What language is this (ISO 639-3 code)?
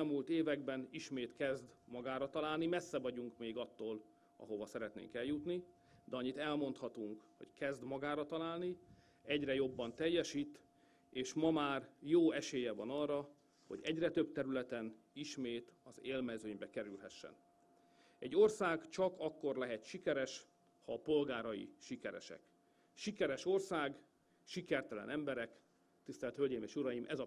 hun